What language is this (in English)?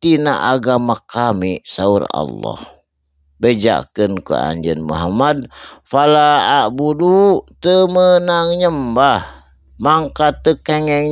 Sundanese